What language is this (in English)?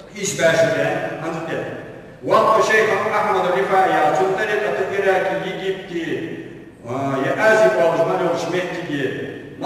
Ingush